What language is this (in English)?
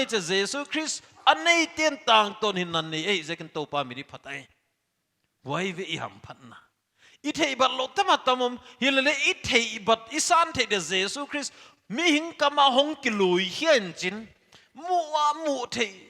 Paite Chin